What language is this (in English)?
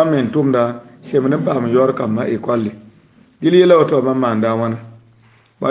Mossi